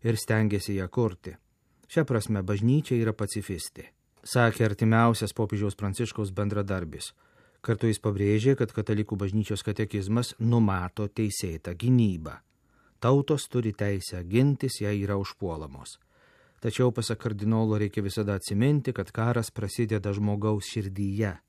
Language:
Lithuanian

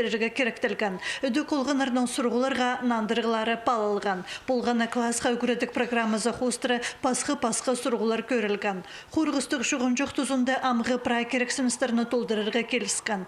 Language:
Khakas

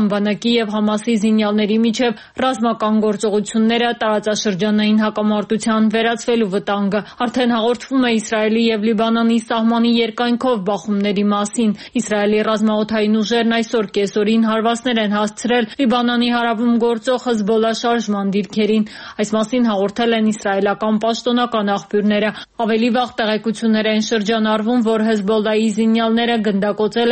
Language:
Armenian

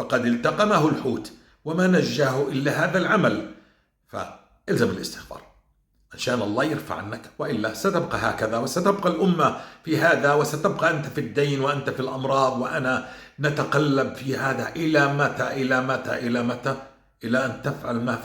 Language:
North Levantine Arabic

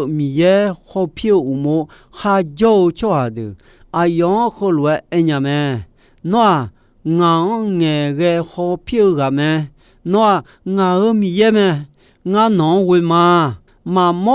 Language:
Akha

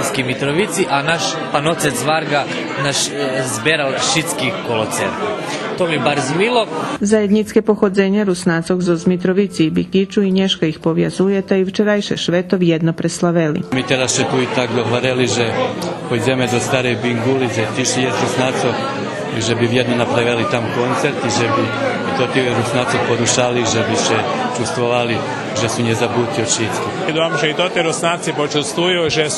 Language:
Rusyn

